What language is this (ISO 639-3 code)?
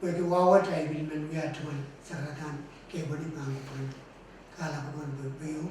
pon